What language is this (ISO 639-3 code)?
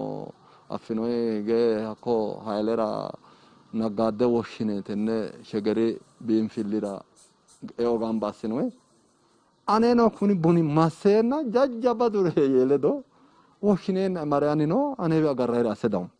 sid